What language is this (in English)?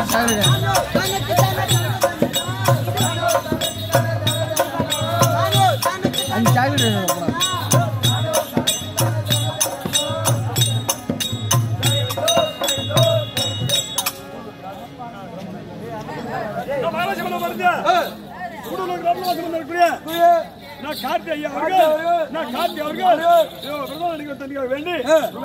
Tamil